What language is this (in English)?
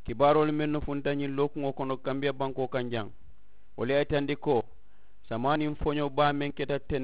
Mandingo